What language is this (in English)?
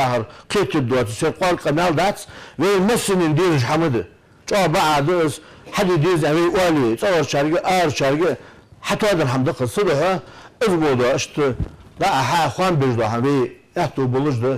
Ingush